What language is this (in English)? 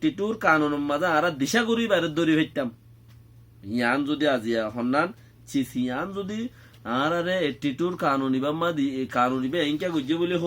Rohingya